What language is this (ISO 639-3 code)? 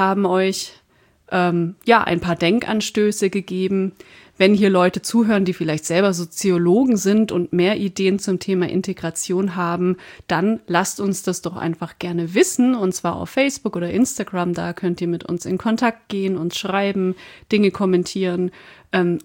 deu